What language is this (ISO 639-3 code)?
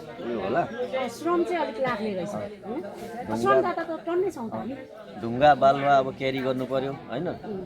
nep